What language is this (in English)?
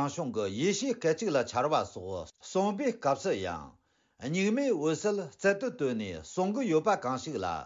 Tibetan